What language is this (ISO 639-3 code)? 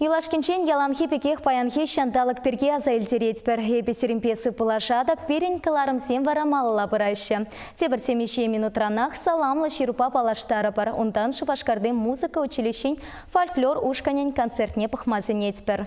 chv